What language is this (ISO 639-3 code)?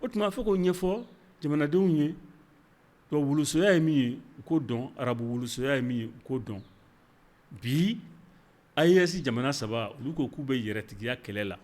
bam